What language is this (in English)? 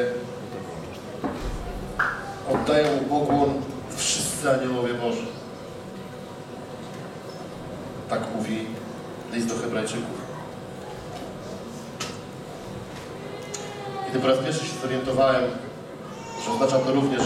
Polish